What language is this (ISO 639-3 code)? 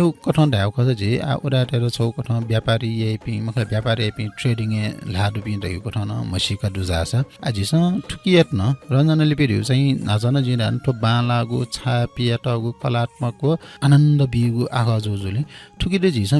new